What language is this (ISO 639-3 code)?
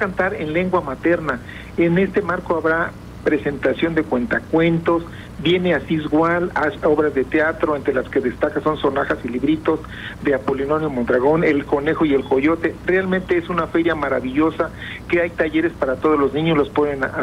spa